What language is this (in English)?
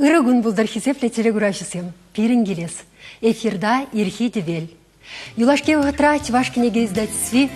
Chuvash